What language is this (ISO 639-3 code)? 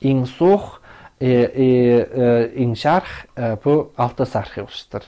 kjh